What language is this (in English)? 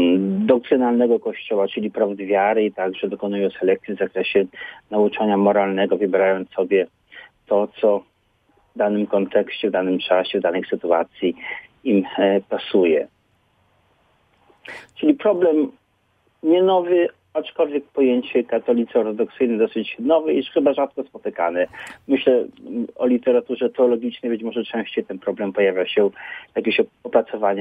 Polish